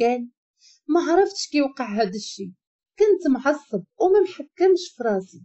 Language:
Moroccan Arabic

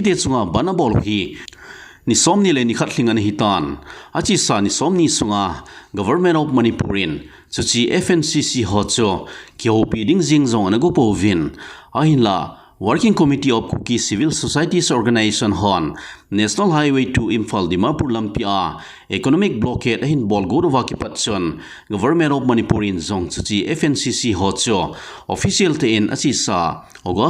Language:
Thado Chin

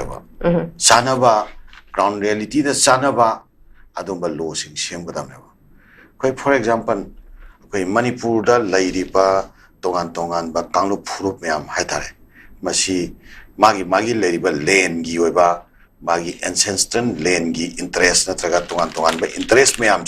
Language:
Manipuri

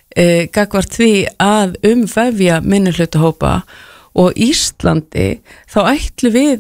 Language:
Icelandic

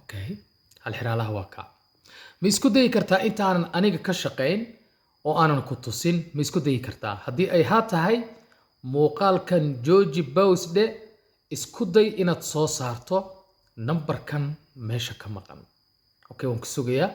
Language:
Somali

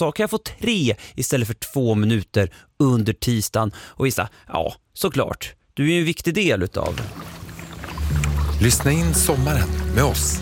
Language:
Swedish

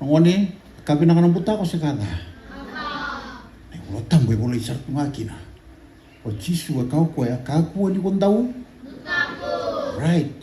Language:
Fijian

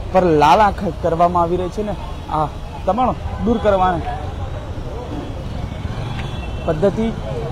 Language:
Gujarati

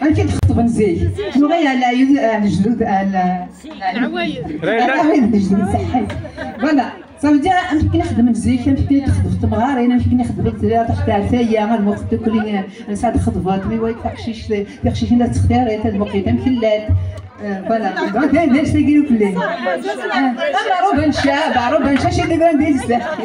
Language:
Kabyle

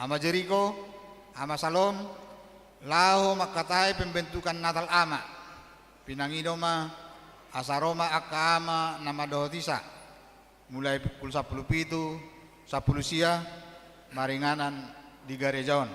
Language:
Batak Toba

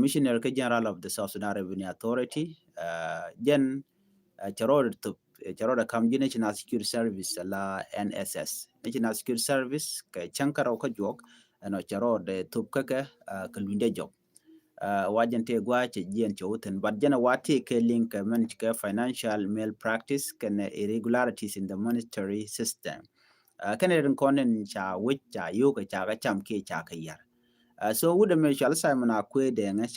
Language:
Nuer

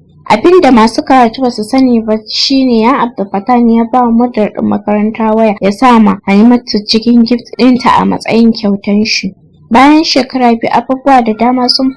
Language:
Hausa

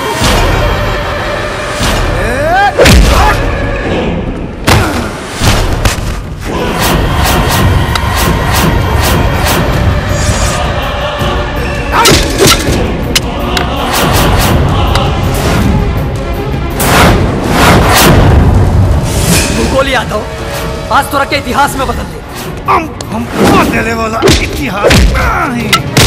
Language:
Bhojpuri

